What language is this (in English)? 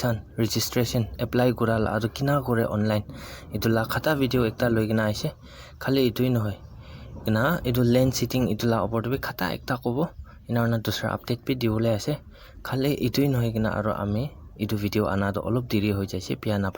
Naga Pidgin